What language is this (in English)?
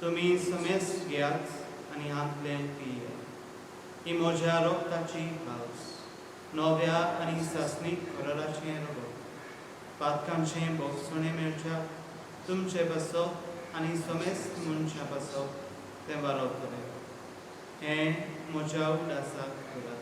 Konkani